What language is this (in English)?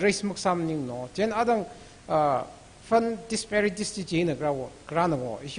Tangkhul Naga (India)